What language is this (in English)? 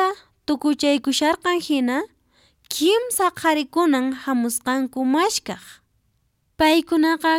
Quechua